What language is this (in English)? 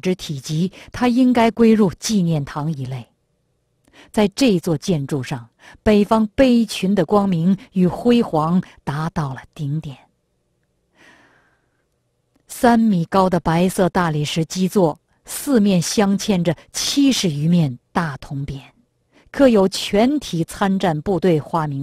Chinese